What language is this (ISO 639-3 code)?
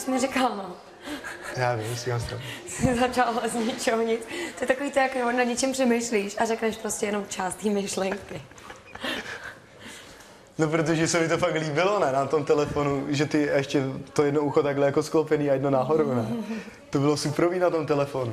ces